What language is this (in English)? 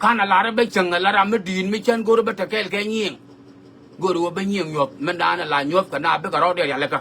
Nuer